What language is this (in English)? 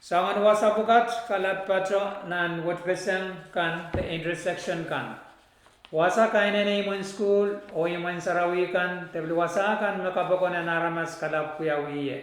Pohnpeian